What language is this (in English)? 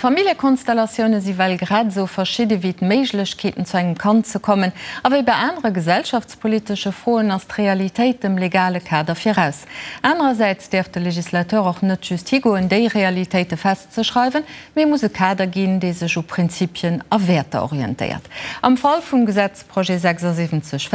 Luxembourgish